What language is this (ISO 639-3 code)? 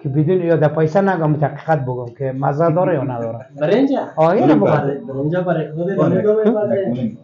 fas